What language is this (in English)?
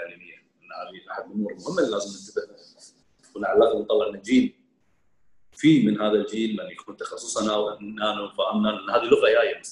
Gulf Arabic